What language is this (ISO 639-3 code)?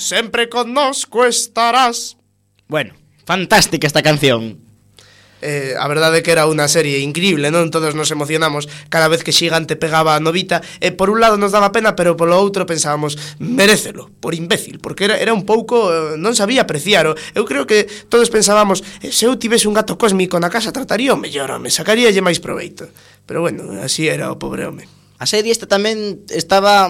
glg